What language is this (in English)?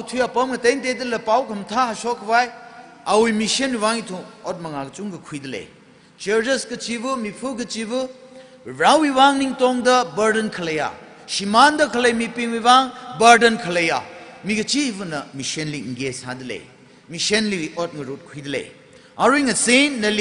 Tangkhul Naga (India)